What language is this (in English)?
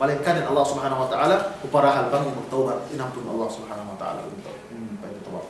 Yakan